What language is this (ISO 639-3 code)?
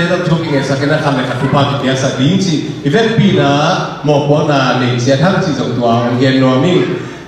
ctd